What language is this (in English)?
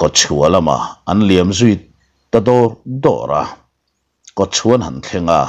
Mizo